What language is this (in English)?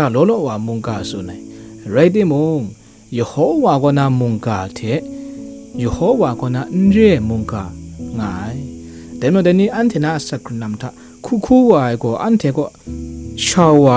Kachin